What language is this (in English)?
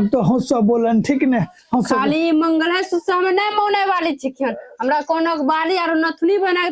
Maithili